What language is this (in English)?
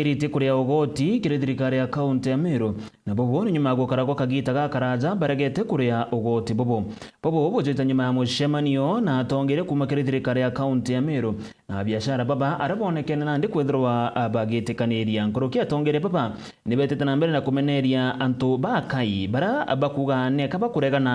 Meru